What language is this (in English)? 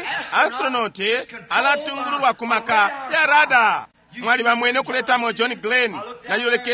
Bemba